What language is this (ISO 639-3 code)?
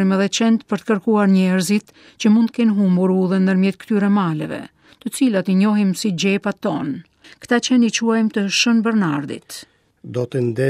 sqi